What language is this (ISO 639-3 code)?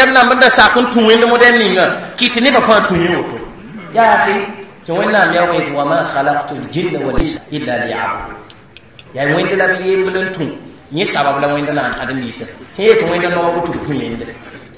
mos